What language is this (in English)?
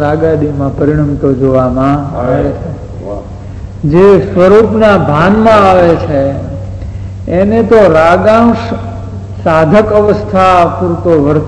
Gujarati